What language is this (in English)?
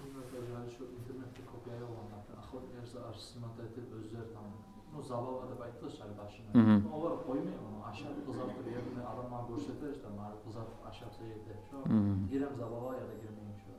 Kumyk